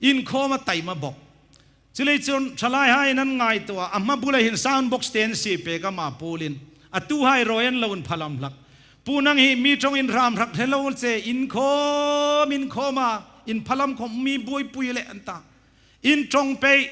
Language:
Hmar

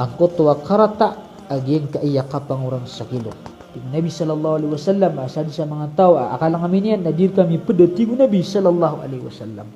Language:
Maranao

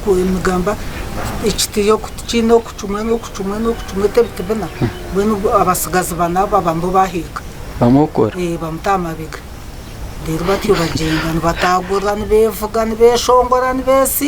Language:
Nyankole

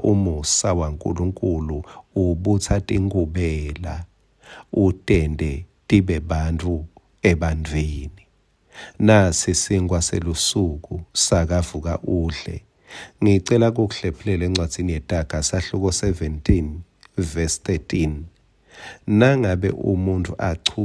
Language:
Swati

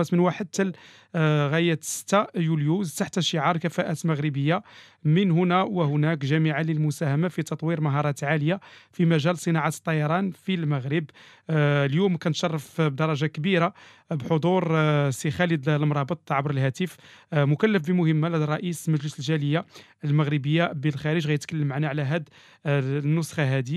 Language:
Moroccan Arabic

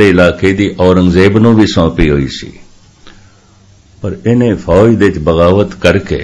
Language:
Punjabi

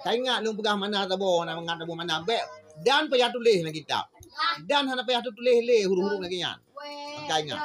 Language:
Achinese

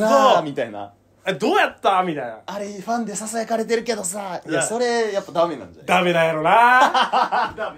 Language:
Japanese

